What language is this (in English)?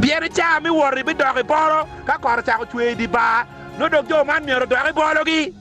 Acoli